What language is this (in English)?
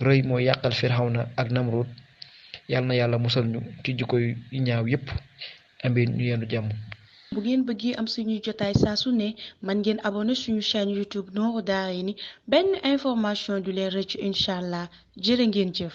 Wolof